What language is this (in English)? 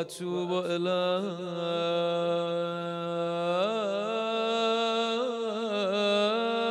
Persian